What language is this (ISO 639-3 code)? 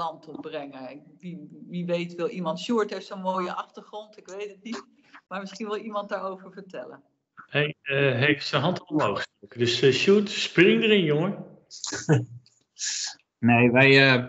nld